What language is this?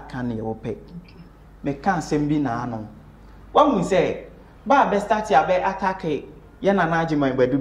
Akan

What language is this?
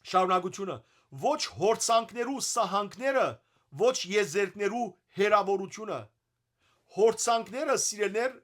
Western Armenian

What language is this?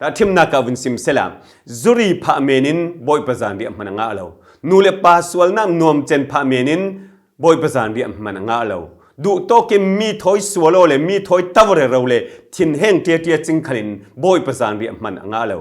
Falam Chin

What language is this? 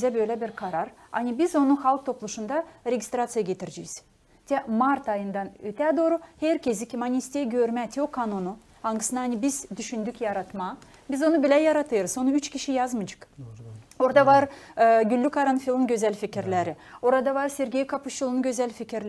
Gagauz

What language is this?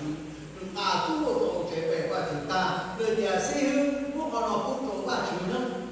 Hmong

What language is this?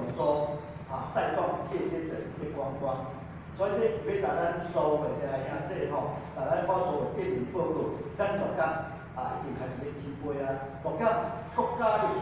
Min Nan Chinese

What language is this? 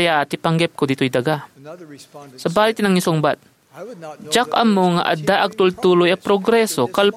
Iloko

